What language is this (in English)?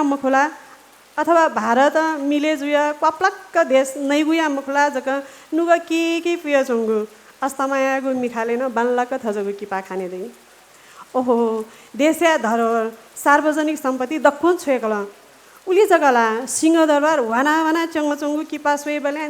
Newari